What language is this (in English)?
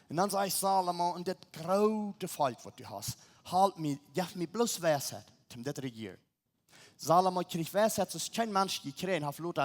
Plautdietsch